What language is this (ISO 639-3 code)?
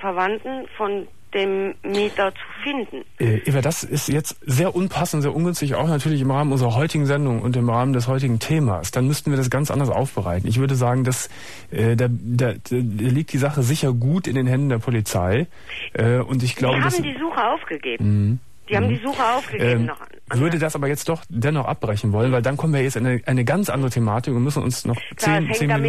deu